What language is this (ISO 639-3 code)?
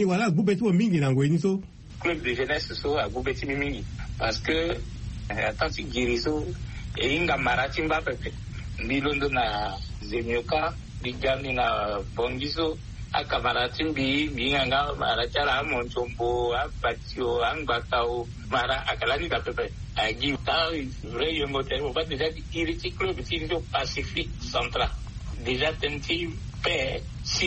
sag